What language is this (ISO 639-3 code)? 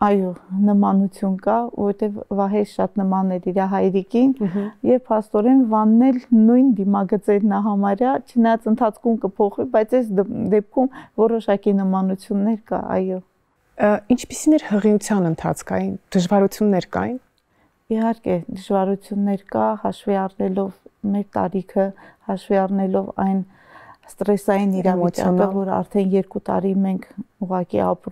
hye